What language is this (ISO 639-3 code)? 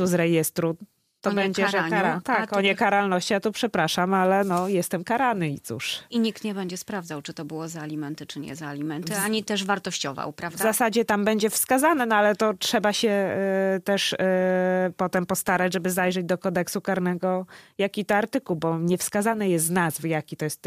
pol